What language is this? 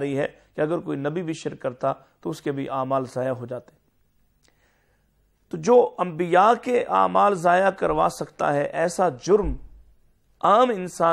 Urdu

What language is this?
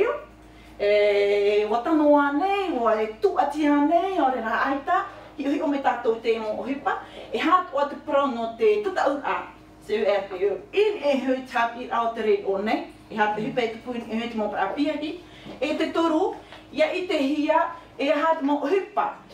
Tahitian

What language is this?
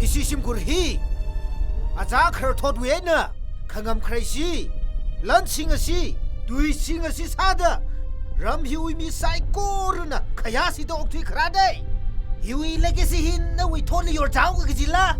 Tangkhul Naga (India)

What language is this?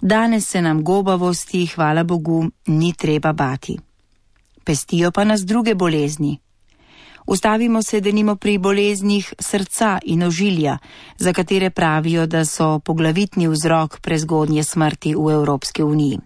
Slovenian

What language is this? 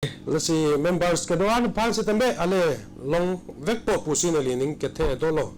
Karbi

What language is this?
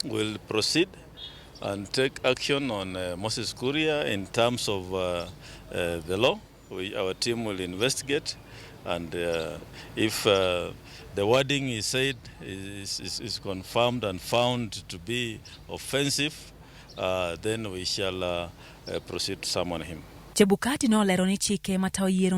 Luo (Kenya and Tanzania)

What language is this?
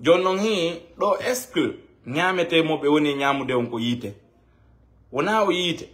Fula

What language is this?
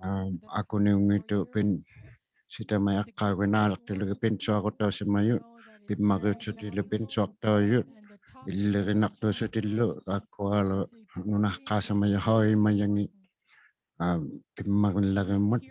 Inuktitut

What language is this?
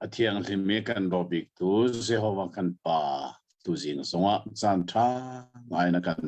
Hakha Chin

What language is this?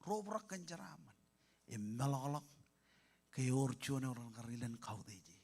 Marshallese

